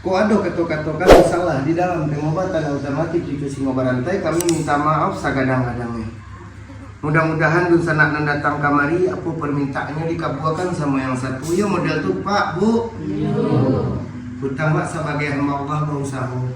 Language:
Minangkabau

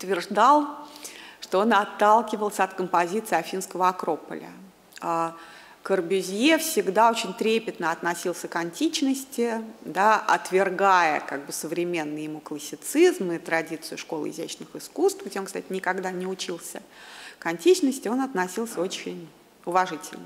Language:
Russian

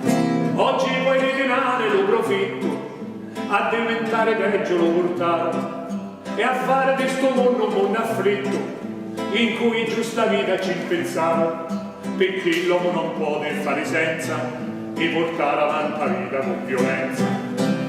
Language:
Sicilian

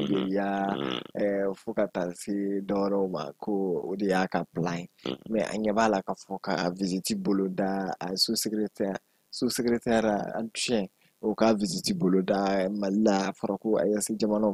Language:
Bambara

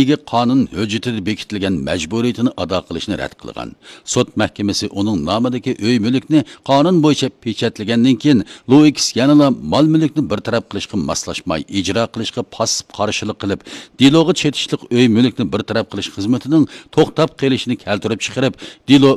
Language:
Uyghur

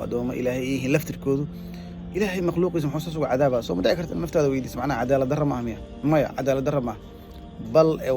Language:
Somali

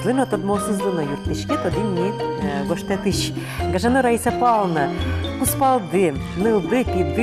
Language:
Udmurt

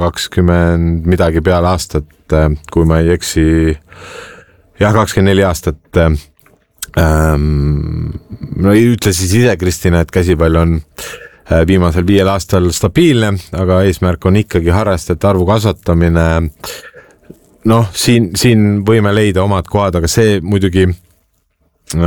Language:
Estonian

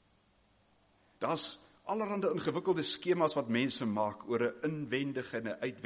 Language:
Afrikaans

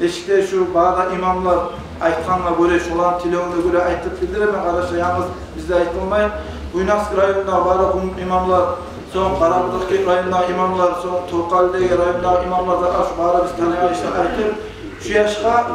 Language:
Kumyk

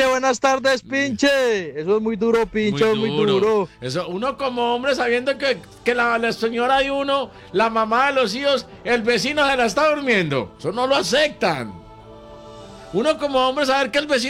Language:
Spanish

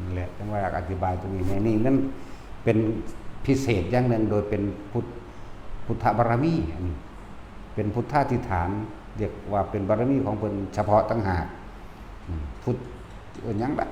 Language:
Northeastern Thai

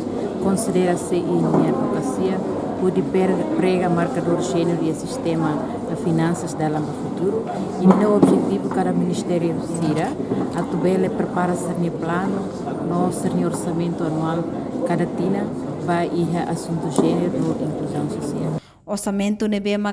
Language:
Tetum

